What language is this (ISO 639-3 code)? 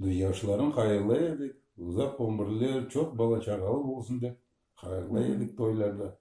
crh